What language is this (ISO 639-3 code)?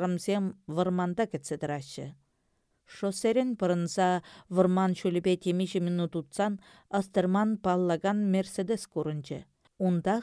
chv